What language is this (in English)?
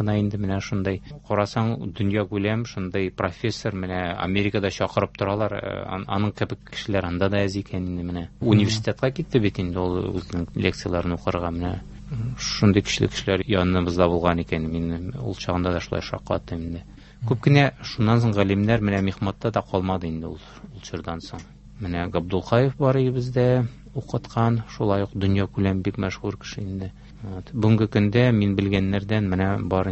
Tatar